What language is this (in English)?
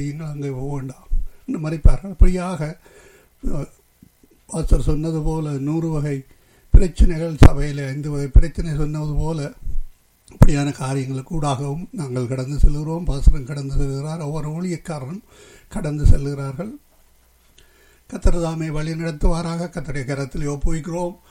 Tamil